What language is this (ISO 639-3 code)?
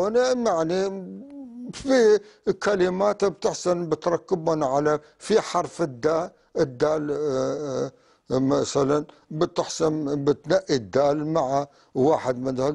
apc